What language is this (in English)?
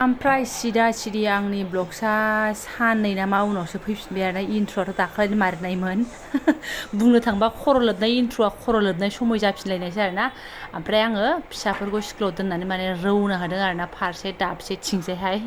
Bodo